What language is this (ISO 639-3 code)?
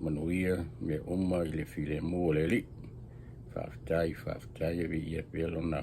smo